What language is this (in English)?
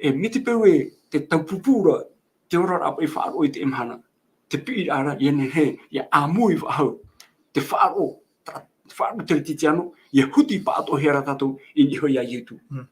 Tahitian